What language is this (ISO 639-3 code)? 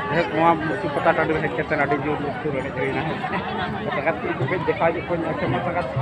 sat